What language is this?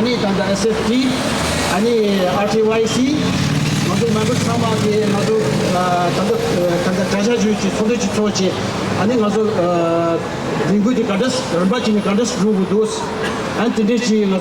Tibetan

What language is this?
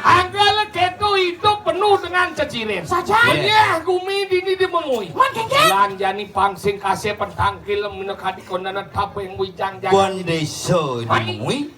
Balinese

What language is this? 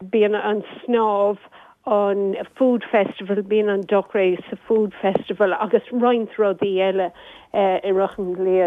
Irish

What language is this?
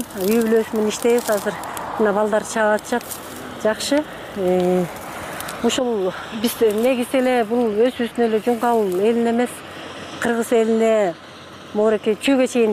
Kyrgyz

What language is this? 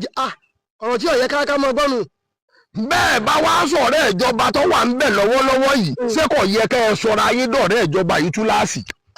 Yoruba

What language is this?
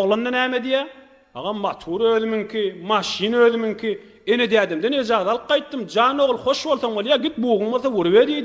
Turkmen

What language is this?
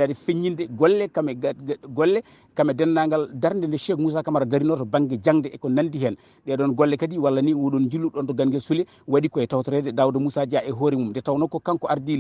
Fula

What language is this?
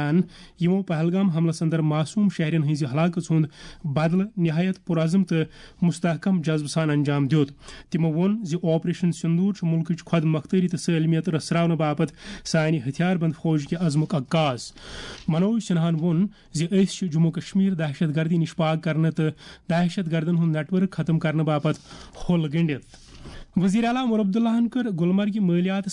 Kashmiri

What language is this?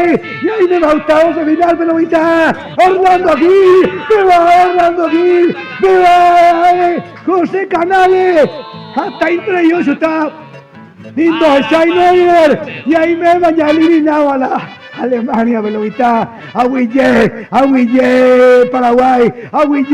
Guarani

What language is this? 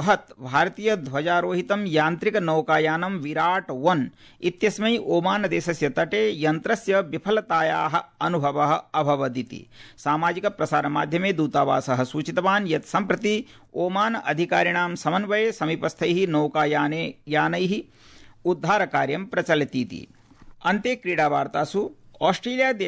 Sanskrit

